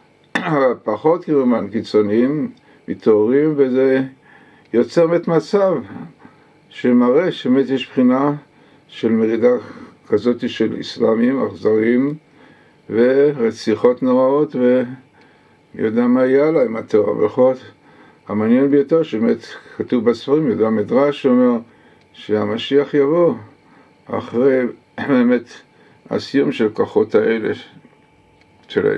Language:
Hebrew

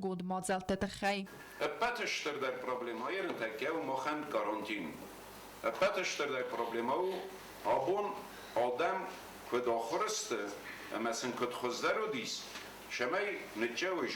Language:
Ossetic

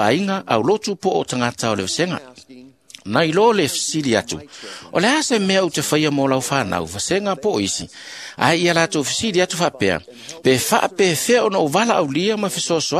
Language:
Samoan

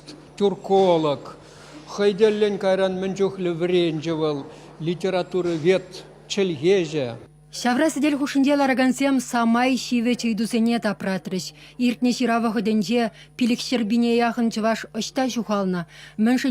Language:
Chuvash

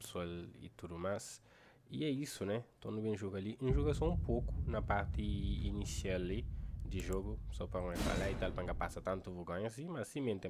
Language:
Kabuverdianu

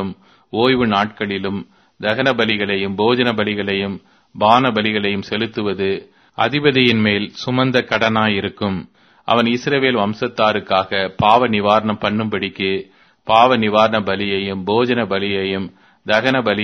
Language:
Tamil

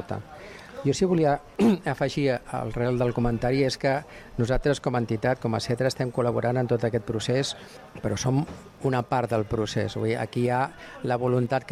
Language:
Catalan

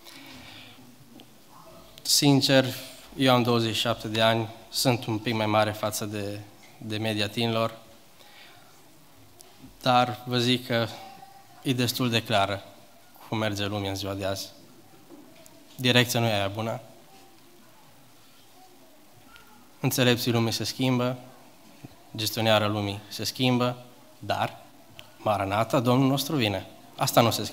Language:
Romanian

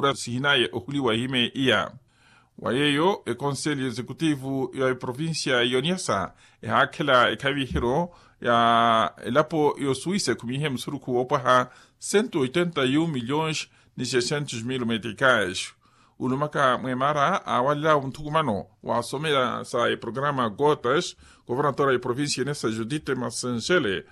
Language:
Makhuwa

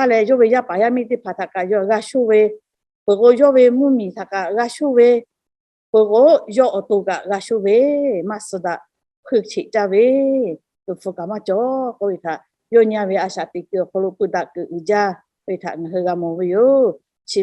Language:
Lahu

